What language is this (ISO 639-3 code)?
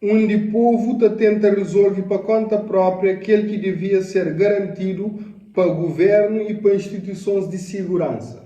kea